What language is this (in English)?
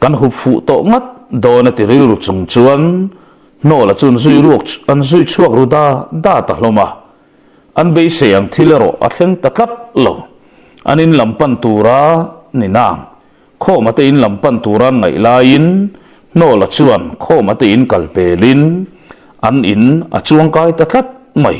Mizo